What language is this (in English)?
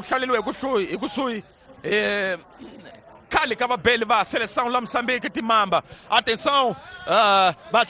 Tsonga